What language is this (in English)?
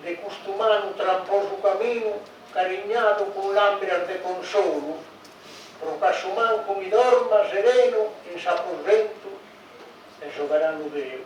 Sardinian